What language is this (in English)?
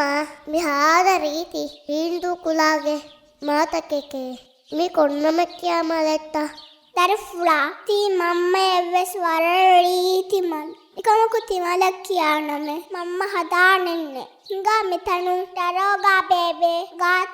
Divehi